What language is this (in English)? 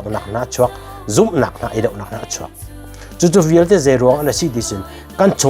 Hakha Chin